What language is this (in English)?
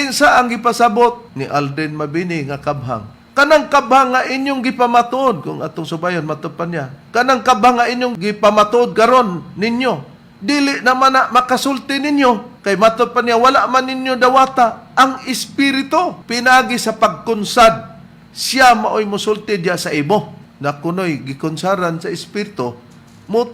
Cebuano